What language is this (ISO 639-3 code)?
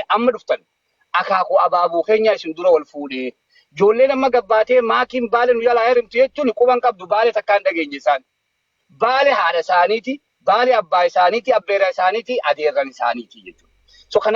orm